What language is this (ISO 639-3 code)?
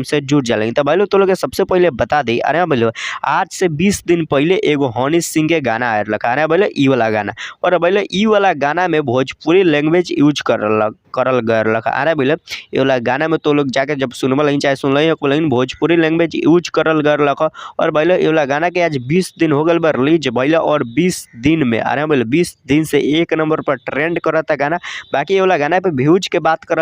bho